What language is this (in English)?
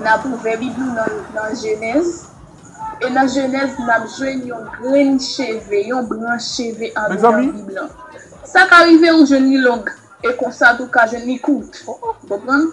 Haitian Creole